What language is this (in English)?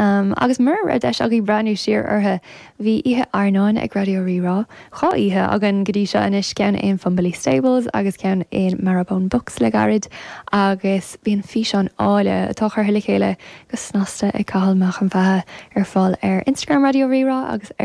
Irish